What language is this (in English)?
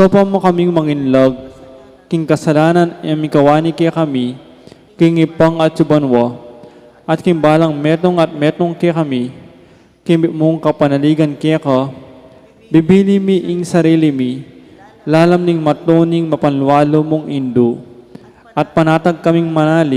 Pampanga